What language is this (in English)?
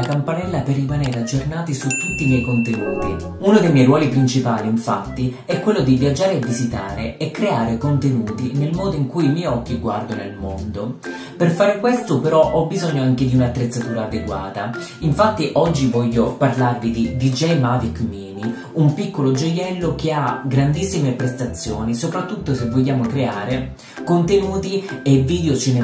Italian